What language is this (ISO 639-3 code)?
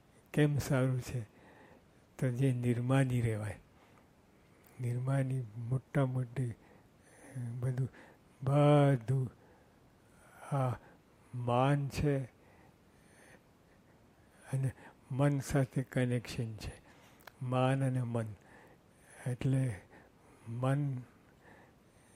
guj